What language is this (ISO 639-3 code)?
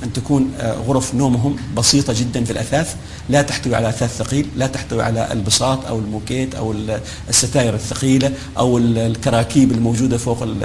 ara